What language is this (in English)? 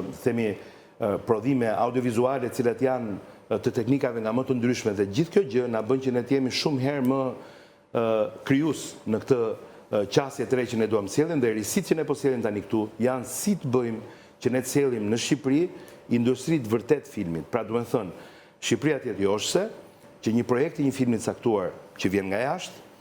Albanian